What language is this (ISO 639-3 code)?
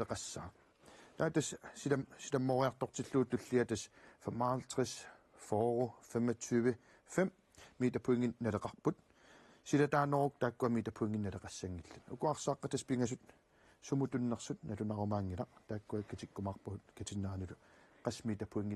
kal